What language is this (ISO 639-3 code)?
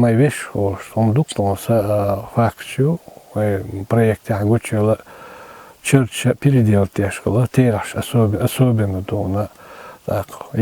che